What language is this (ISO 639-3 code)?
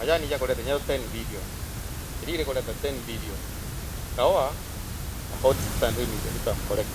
mer